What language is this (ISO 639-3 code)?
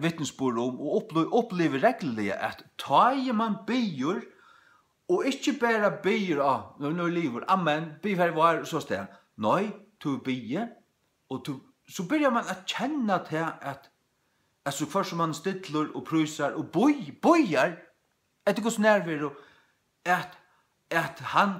fao